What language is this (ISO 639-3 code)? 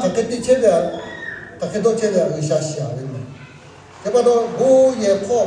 lhu